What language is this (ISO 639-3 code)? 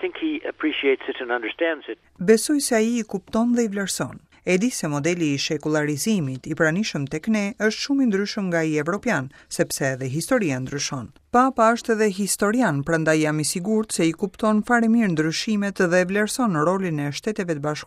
sqi